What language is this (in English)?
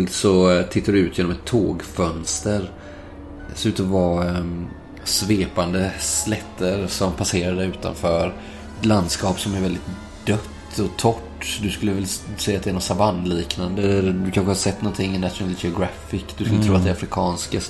Swedish